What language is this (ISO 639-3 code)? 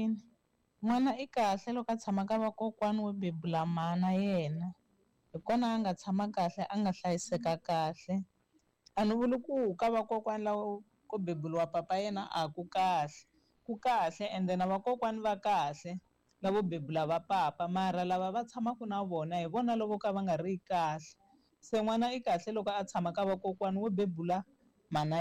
tso